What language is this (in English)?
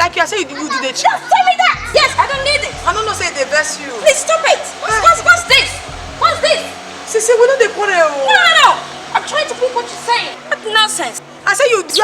Nigerian Pidgin